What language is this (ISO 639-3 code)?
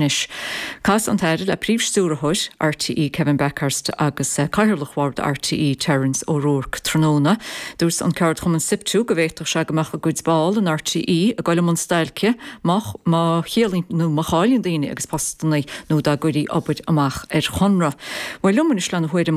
gle